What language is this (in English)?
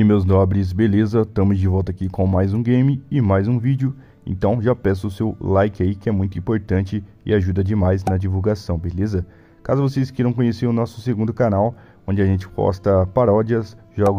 Portuguese